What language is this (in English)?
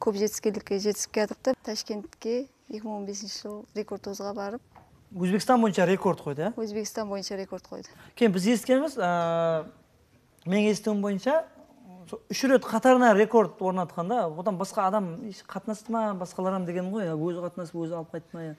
Kara-Kalpak